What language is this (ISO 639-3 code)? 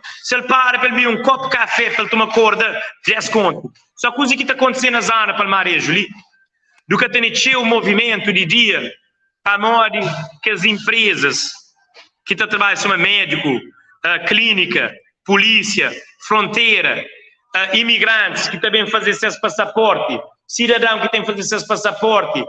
kea